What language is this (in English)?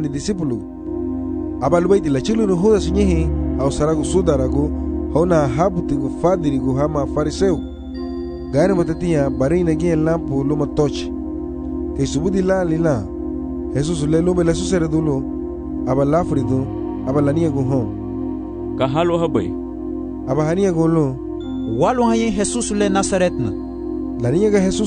Garifuna